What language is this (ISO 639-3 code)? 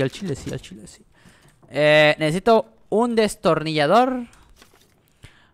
spa